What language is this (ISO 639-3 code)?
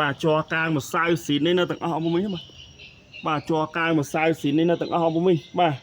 khm